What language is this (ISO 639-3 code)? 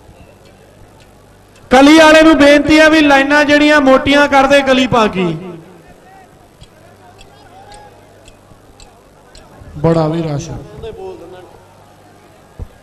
pan